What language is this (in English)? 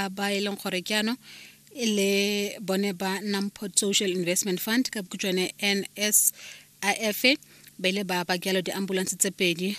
Tswana